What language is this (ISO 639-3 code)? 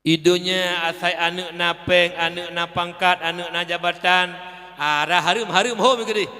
ace